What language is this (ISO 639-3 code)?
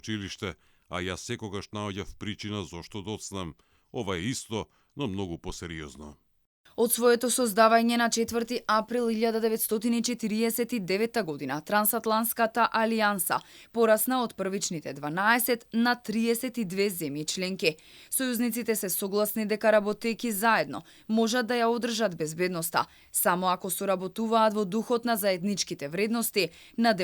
mkd